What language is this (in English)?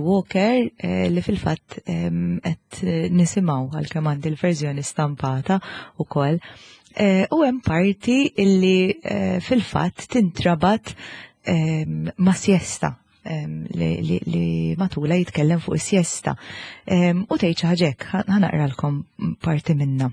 Maltese